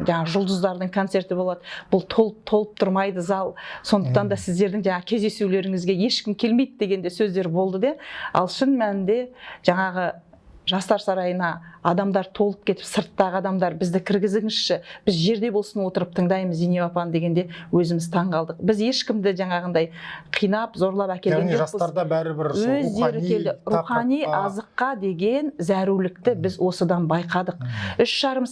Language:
Kazakh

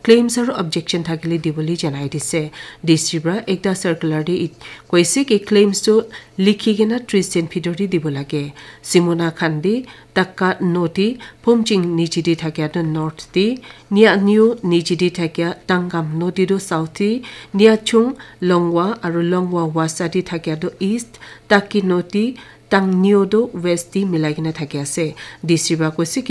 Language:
Naga Pidgin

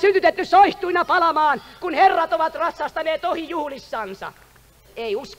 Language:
Finnish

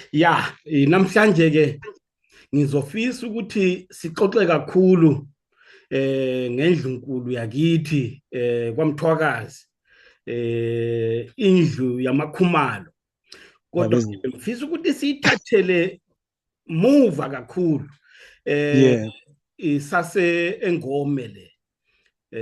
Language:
Zulu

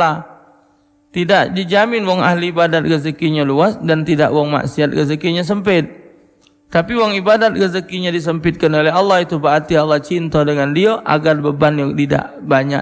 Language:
Musi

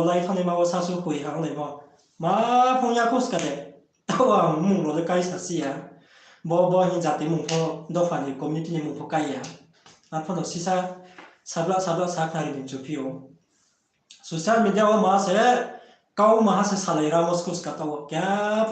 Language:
Riang (India)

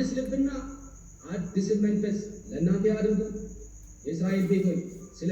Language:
Amharic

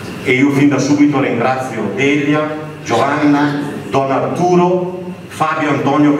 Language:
Italian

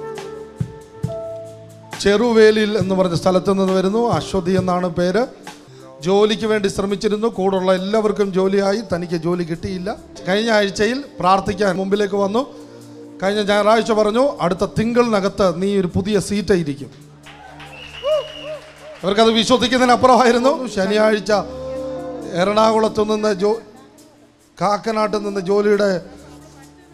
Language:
Malayalam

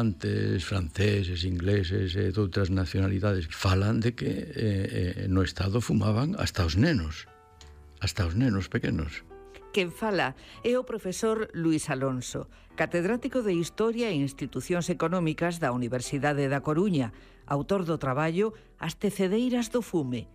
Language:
Galician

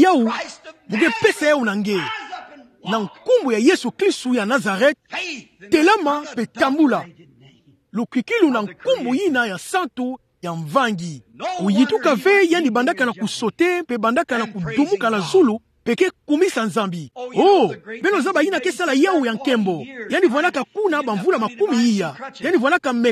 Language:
Kituba (Democratic Republic of Congo)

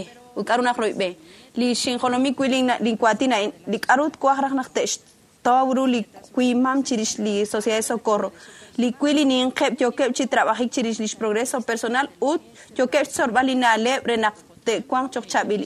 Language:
Kekchí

